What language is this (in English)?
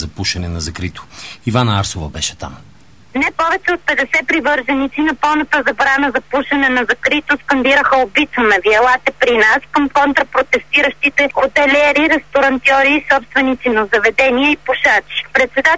Bulgarian